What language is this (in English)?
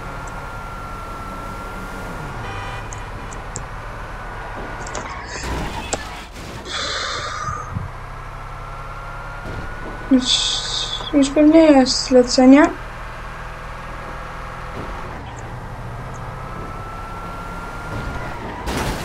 Polish